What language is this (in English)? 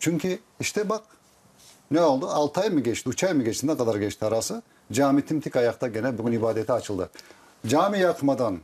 Crimean Tatar